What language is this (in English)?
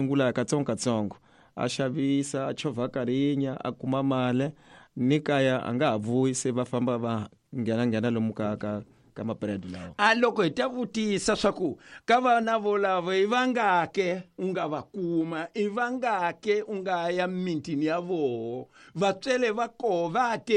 Tsonga